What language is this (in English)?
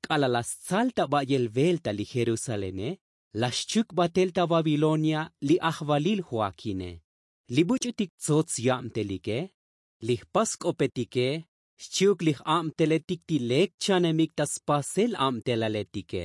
Tzotzil